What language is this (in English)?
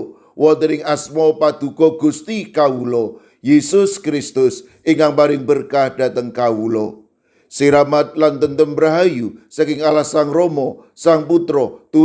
Javanese